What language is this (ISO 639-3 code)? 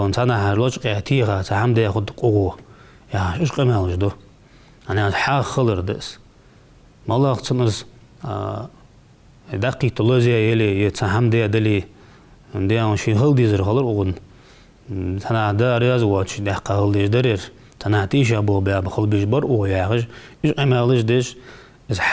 inh